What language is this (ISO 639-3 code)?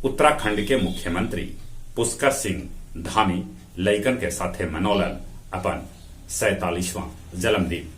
mag